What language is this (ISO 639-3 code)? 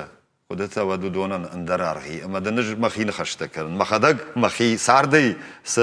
oss